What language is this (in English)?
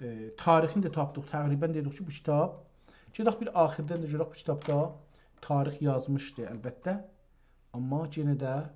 South Azerbaijani